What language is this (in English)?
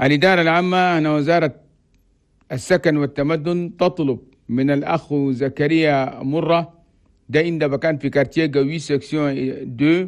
Chadian Arabic